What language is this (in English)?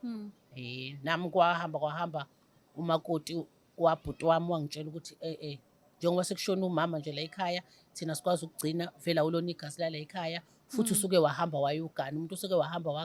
Zulu